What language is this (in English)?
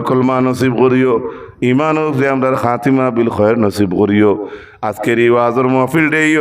Sylheti